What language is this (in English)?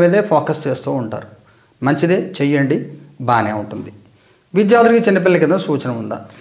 Telugu